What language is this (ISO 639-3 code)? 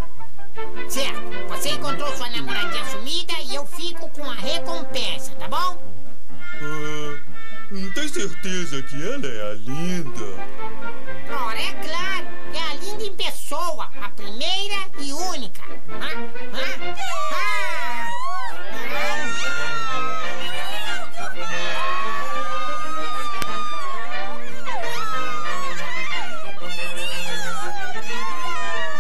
por